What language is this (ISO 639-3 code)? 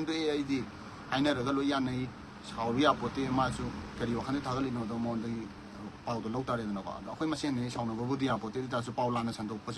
mni